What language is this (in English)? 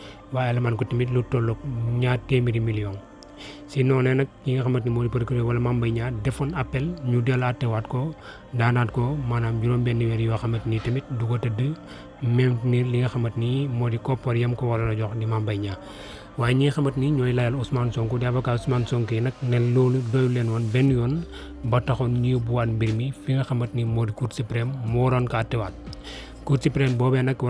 Wolof